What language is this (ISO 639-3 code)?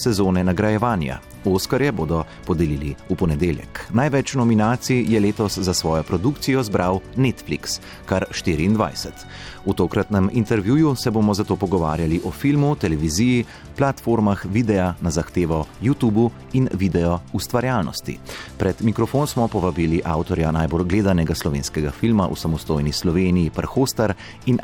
slv